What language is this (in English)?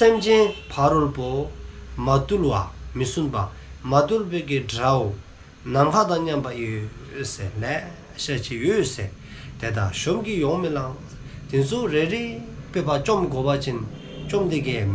Dzongkha